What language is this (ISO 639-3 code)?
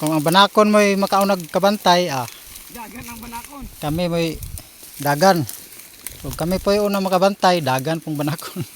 ceb